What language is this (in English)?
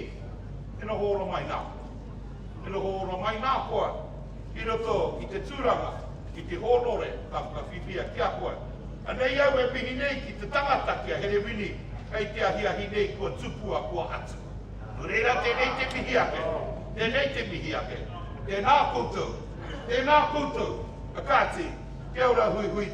Māori